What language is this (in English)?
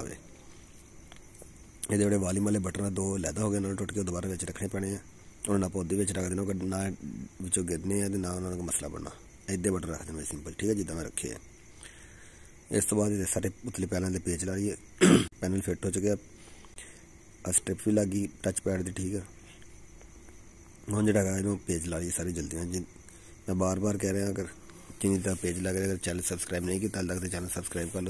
Punjabi